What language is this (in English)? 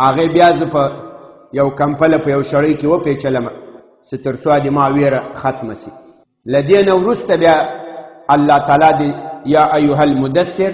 Pashto